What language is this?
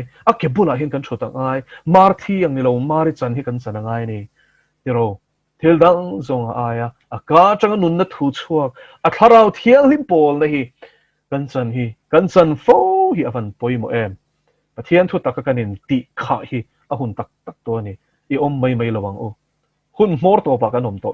Mizo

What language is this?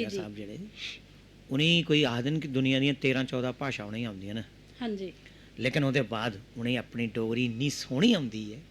Dogri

